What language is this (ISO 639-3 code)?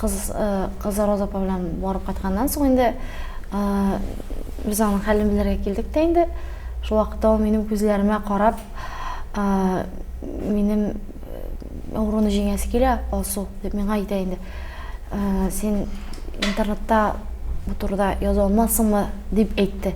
tat